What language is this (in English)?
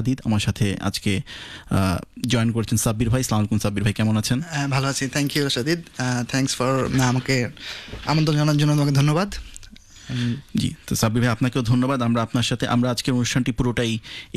Bangla